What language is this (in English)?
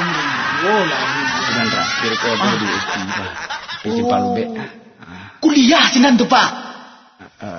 Malay